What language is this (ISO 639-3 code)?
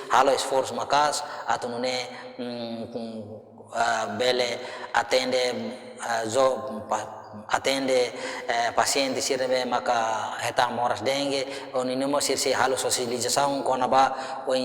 tet